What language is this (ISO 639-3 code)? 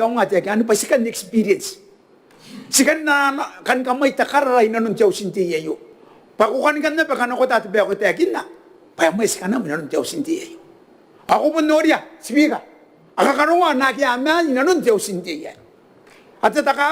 gil